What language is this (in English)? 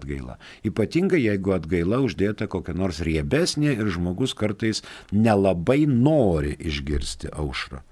Lithuanian